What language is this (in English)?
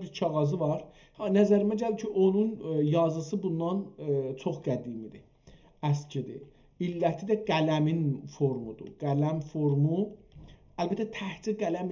South Azerbaijani